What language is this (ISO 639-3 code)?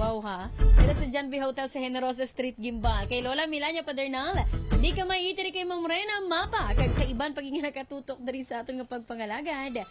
hil